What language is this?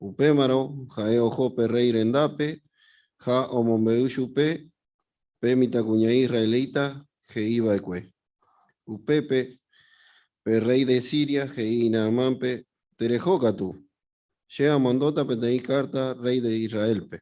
Guarani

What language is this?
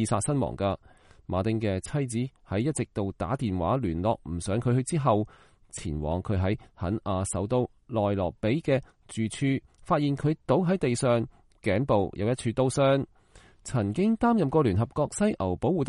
Cantonese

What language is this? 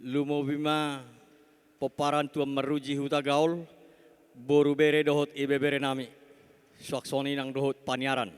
Batak Toba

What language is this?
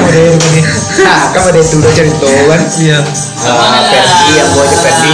Minangkabau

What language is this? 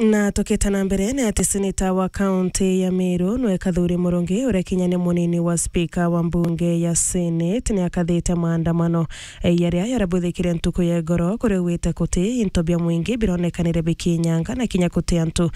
Meru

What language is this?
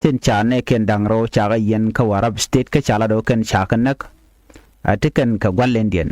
Nuer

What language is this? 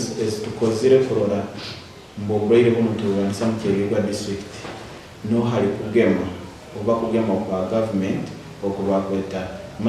Nyankole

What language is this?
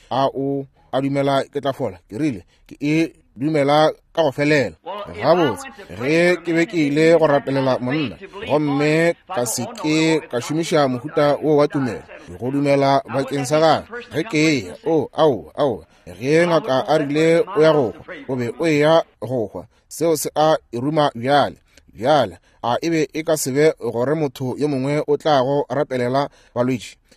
Northern Sotho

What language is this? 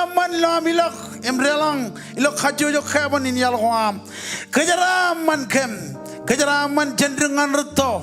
Marshallese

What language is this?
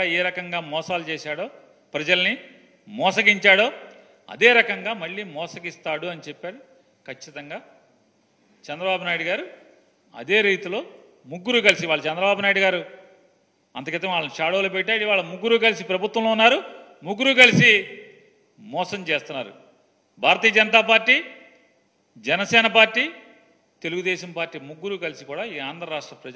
Telugu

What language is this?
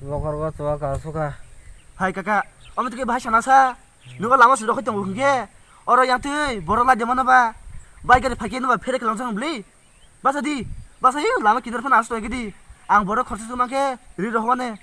Kok Borok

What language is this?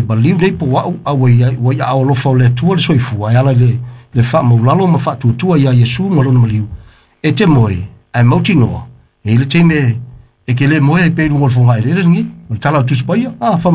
Samoan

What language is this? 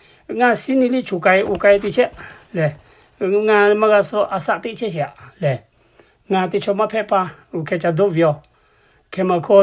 Lahu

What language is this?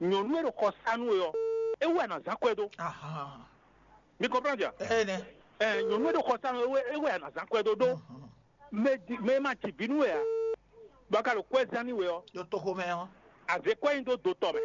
Fon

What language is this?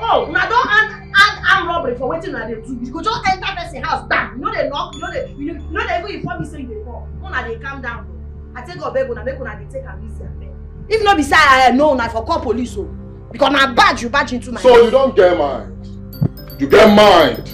Nigerian Pidgin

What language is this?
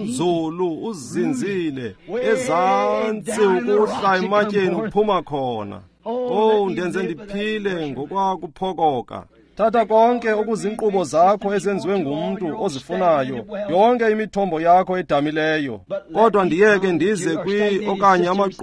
Xhosa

